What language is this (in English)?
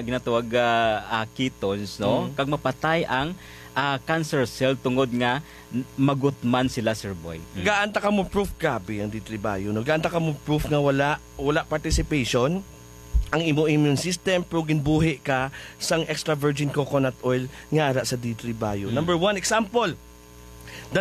Hiligaynon